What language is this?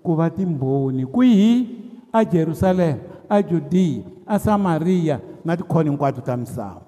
Tsonga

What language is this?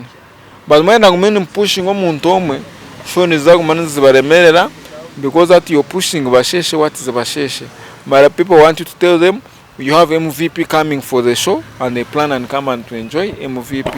Nyankole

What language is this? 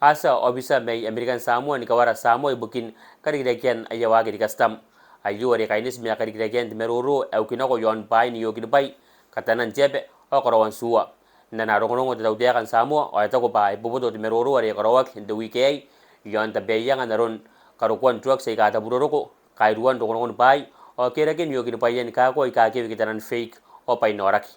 Gilbertese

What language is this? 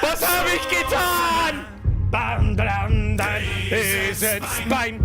Bavarian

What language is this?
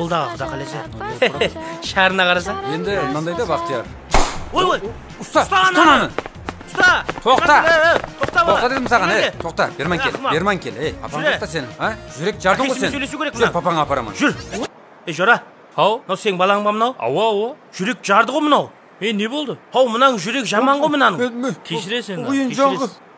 Kazakh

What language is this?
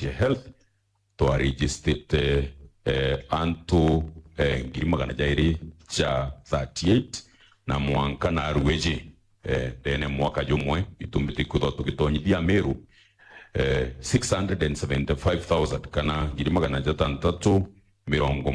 Meru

